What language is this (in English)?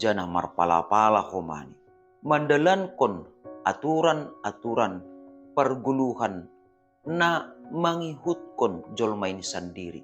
Batak Simalungun